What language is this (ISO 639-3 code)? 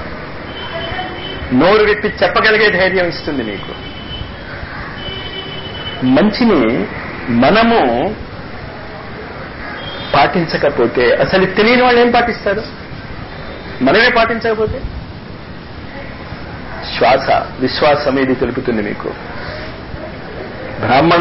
tel